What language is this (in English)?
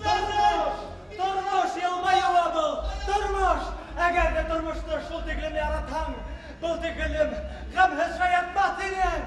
Bashkir